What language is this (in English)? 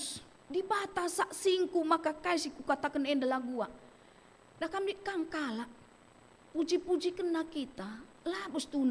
Batak Karo